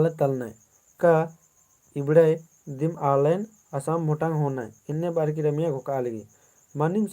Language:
Kurukh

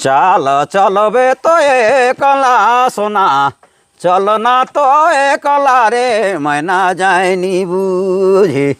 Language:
Sadri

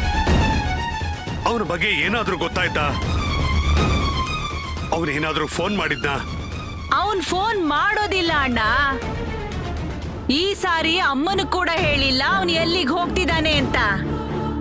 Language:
Kannada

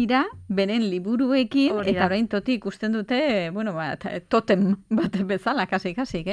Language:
Basque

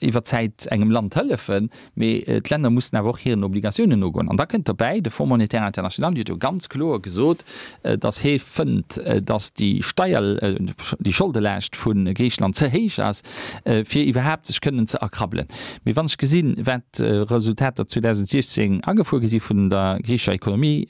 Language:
Luxembourgish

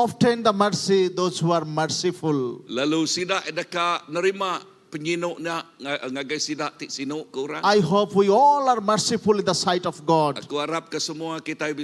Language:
Iban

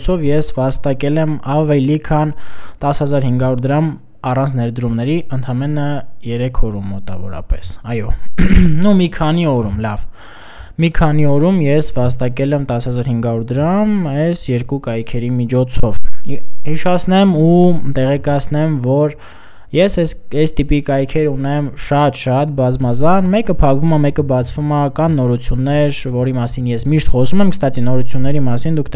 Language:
Armenian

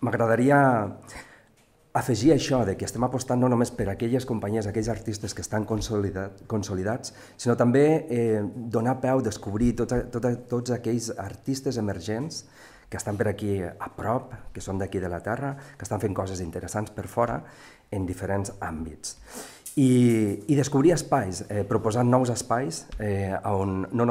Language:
Catalan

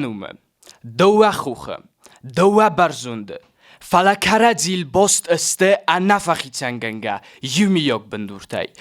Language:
Ossetic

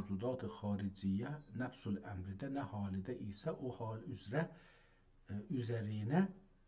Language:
South Azerbaijani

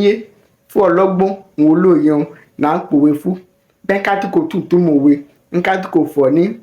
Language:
Yoruba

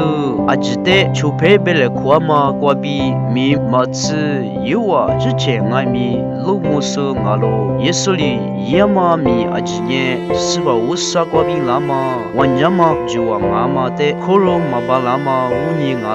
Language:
Lisu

